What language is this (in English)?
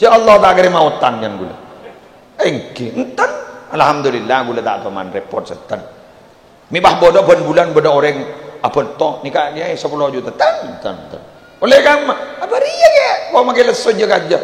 Madurese